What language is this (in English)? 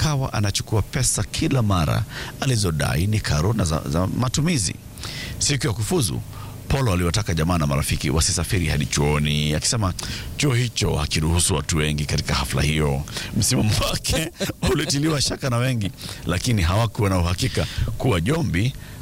Swahili